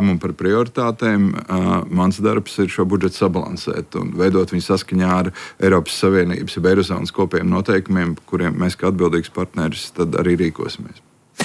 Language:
Latvian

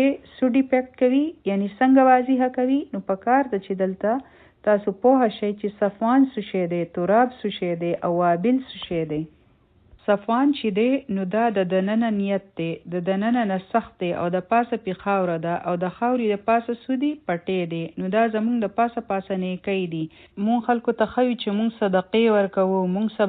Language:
Pashto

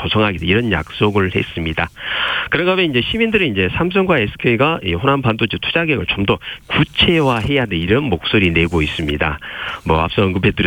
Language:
Korean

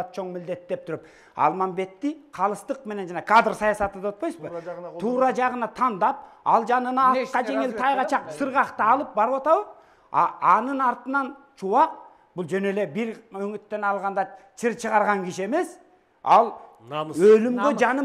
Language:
Kyrgyz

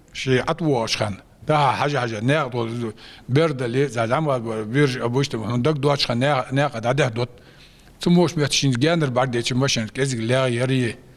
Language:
Ingush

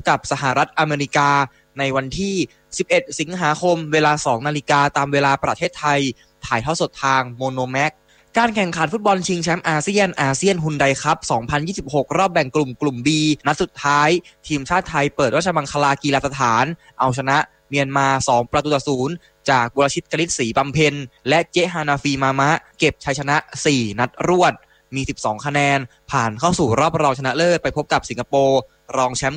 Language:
Thai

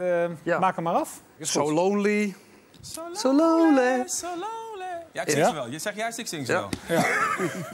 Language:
Dutch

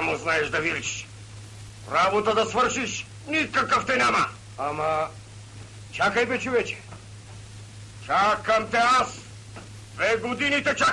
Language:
Bulgarian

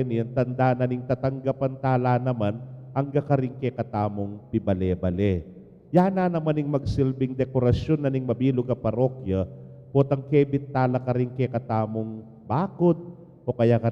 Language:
Pampanga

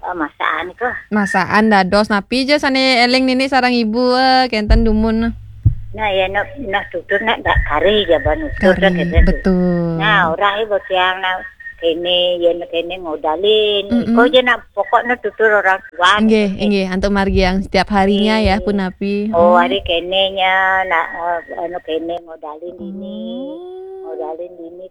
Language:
Balinese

